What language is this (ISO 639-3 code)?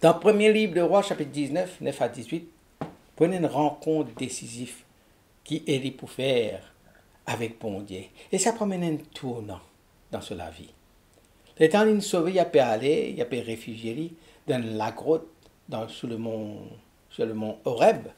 mfe